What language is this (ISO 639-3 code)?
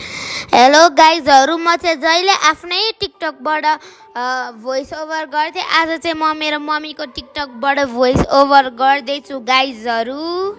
nep